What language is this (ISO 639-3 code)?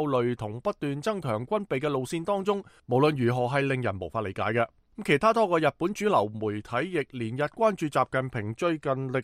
yue